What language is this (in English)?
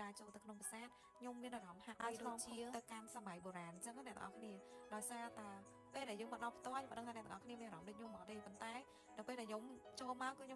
Khmer